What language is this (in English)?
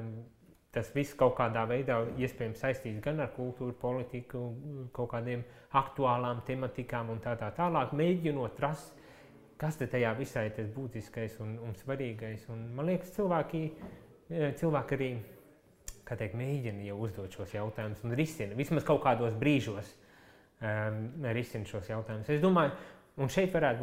Latvian